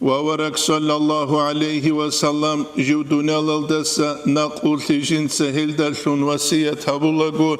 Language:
Avaric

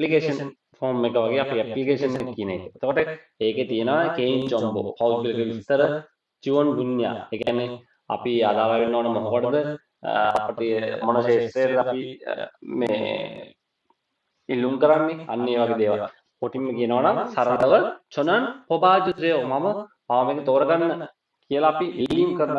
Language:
Sinhala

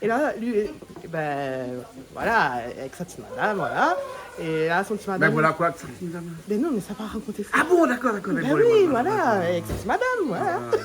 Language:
Réunion Creole French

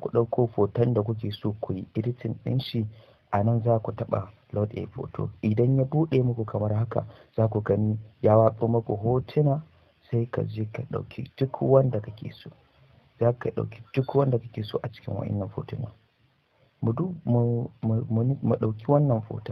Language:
Hausa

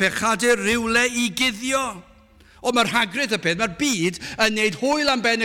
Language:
Welsh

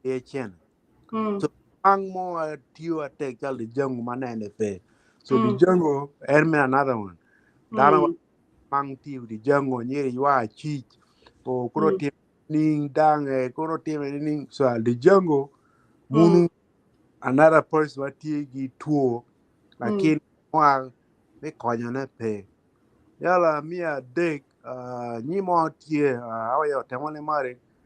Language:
Acoli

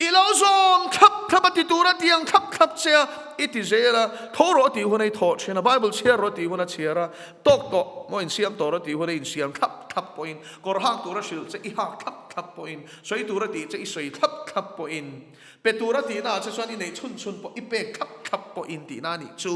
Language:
Mizo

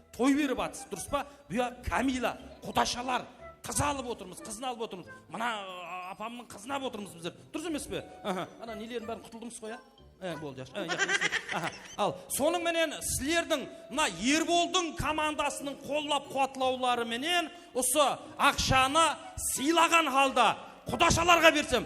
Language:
Kara-Kalpak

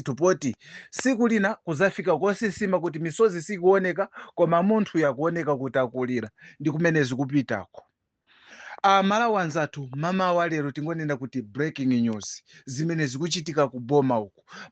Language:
Nyanja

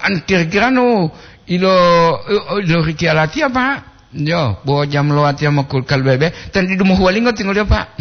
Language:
Gorontalo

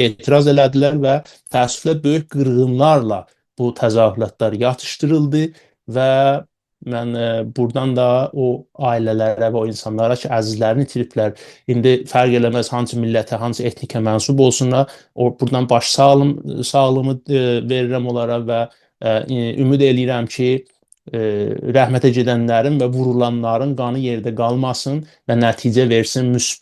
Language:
South Azerbaijani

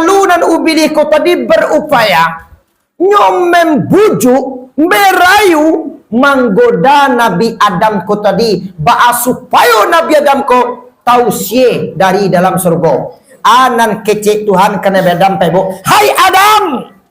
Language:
Minangkabau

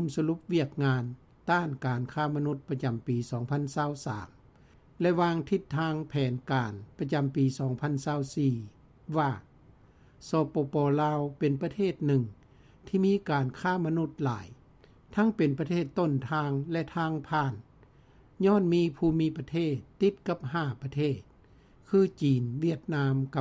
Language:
Lao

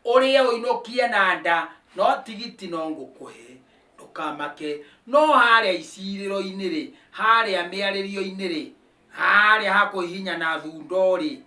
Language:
Kikuyu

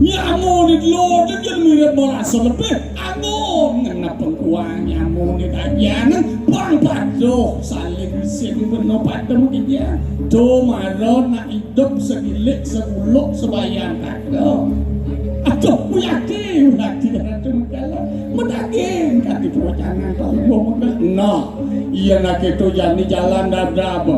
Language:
Balinese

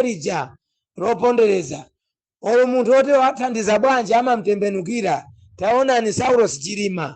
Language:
Nyanja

